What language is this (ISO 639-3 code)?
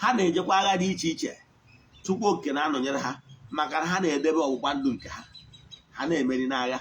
ibo